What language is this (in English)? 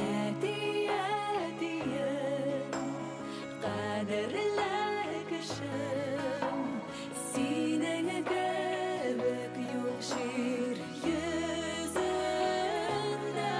Bashkir